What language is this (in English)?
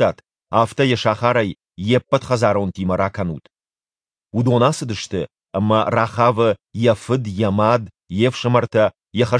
Ossetic